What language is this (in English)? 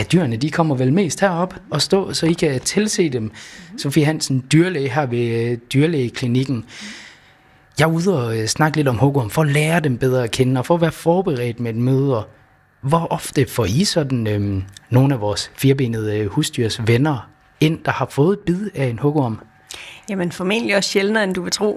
Danish